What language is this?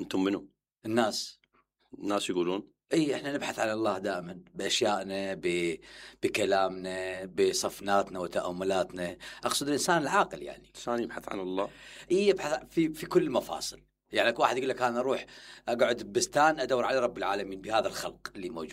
Mesopotamian Arabic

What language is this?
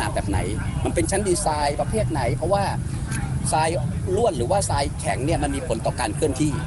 Thai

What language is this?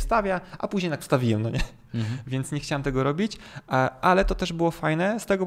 Polish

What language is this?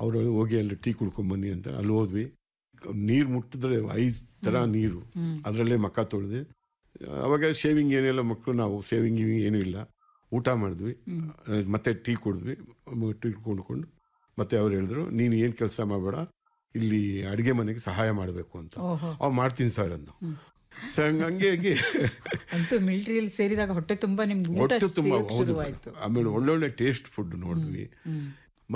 Kannada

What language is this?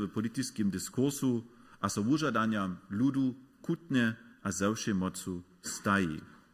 Upper Sorbian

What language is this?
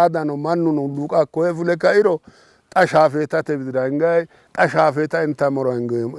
Sidamo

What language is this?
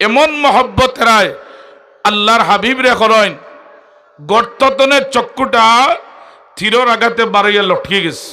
Sylheti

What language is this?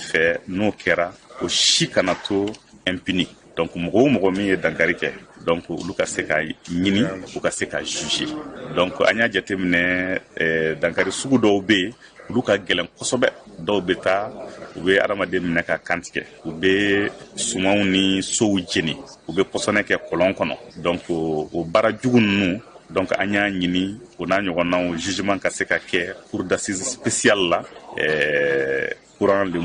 Bambara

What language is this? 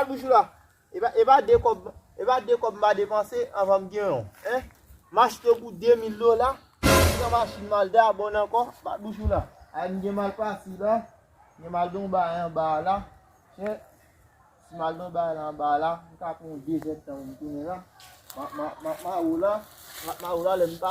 Haitian Creole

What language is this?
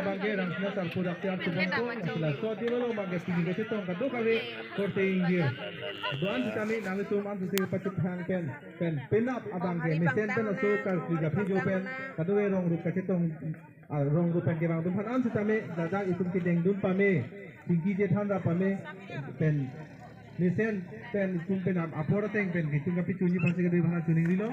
Karbi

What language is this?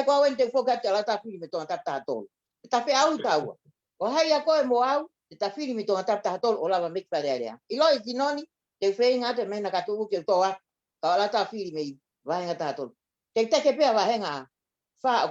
Tongan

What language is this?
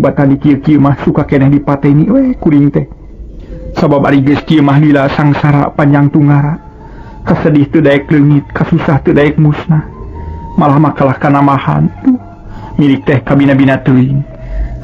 Sundanese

